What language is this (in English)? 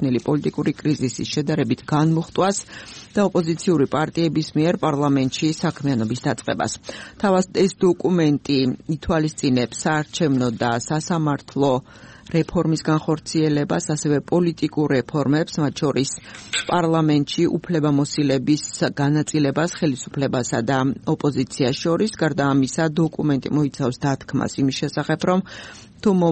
Georgian